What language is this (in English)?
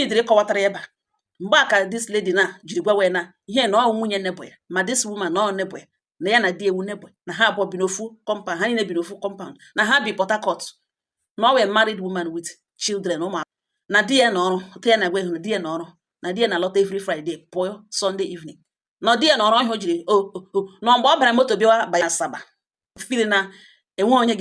Igbo